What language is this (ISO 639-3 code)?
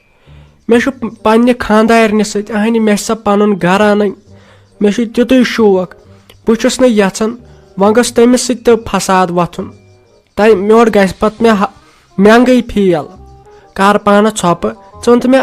kas